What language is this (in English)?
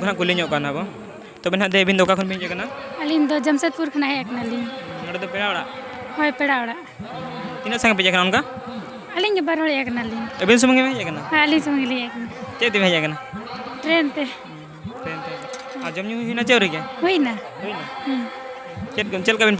Santali